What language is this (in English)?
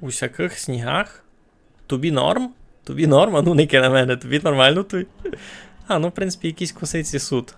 Rusyn